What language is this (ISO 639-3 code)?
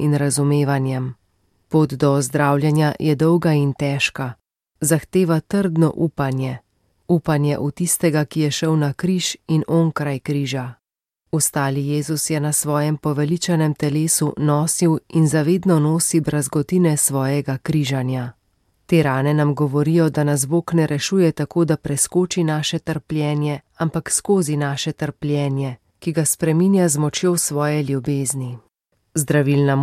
slv